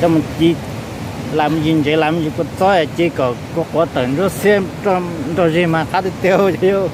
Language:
Hmong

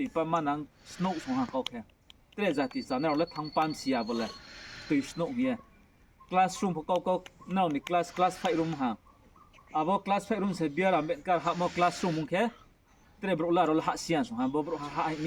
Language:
Riang (India)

